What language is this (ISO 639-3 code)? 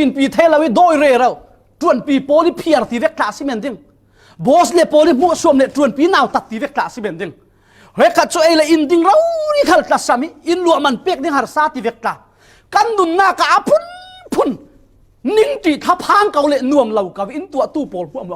cfm